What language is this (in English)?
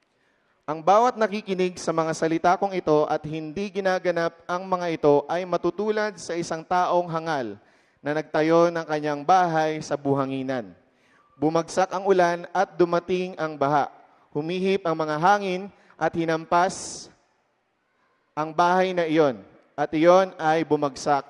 Filipino